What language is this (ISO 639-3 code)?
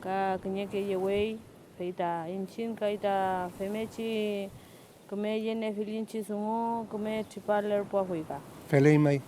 arn